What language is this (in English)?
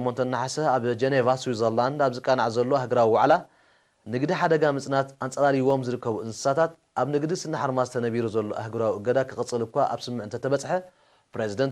Tigrinya